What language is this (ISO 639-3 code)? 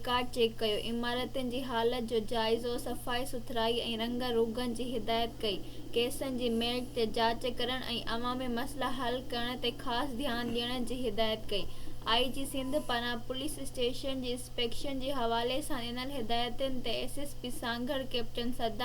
snd